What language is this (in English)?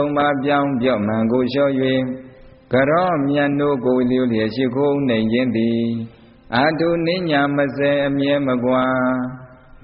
Burmese